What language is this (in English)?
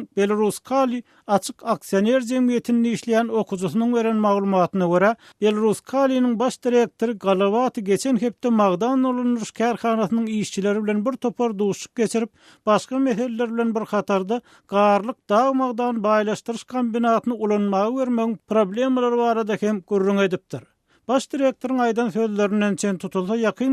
Turkmen